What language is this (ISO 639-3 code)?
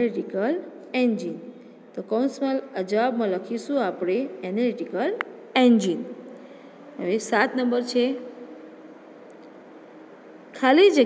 guj